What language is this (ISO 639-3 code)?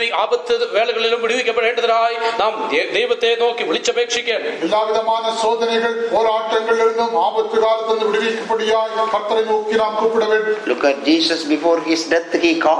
mal